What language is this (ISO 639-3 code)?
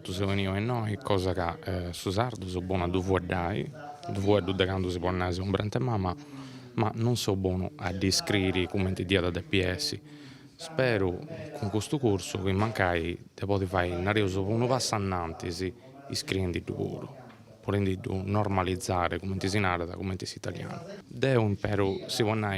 srd